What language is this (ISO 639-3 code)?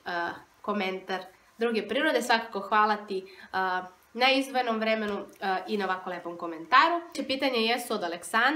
srp